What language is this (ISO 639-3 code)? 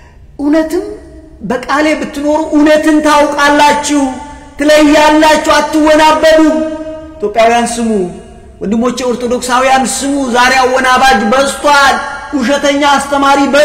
amh